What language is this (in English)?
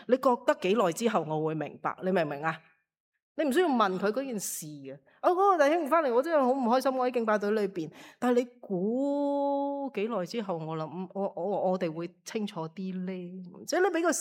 Cantonese